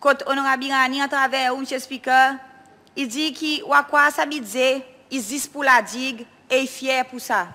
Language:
Seselwa Creole French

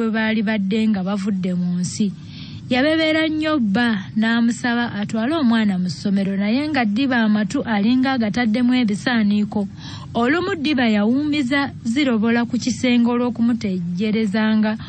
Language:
Ganda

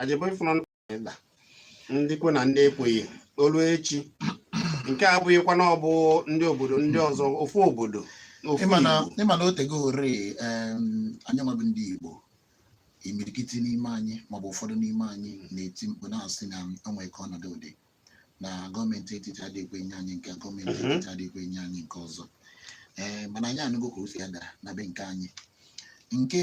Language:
Igbo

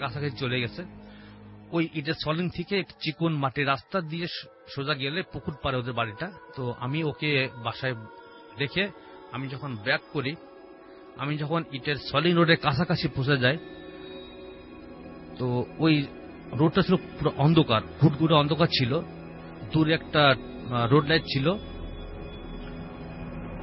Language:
Bangla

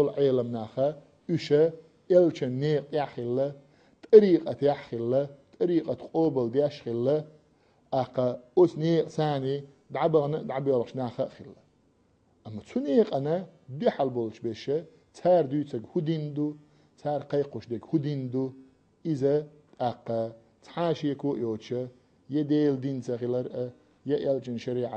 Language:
Chechen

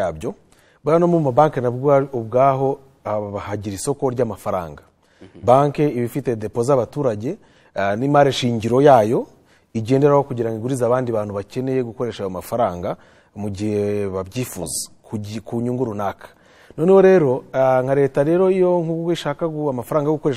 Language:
Kinyarwanda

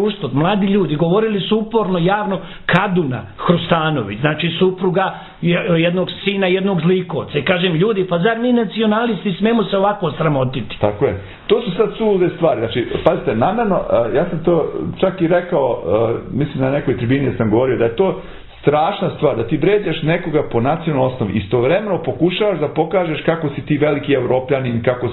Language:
Serbian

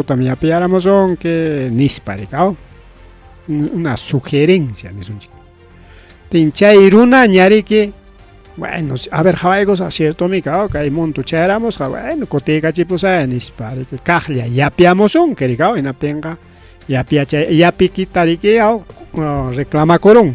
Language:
Ayacucho Quechua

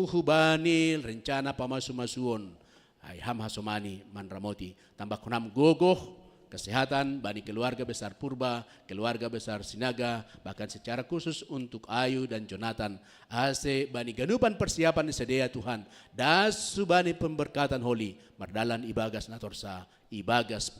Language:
Batak Simalungun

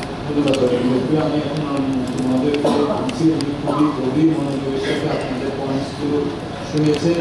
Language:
Bangla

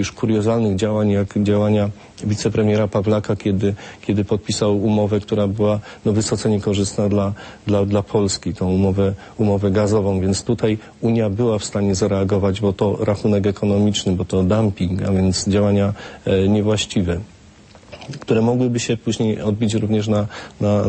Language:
Polish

